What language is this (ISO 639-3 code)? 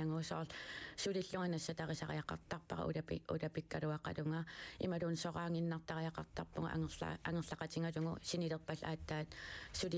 kal